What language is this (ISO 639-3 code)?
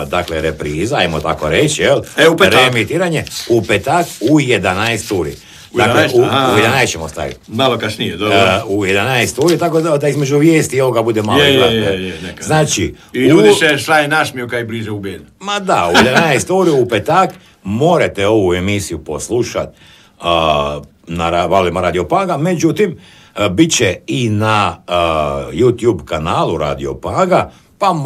hrv